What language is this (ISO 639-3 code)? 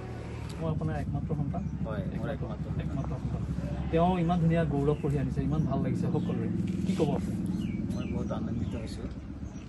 asm